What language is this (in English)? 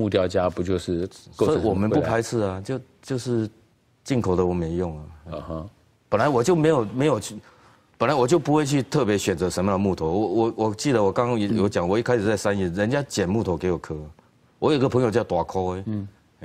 Chinese